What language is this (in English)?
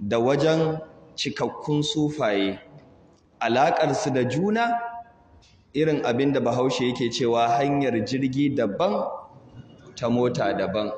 Hausa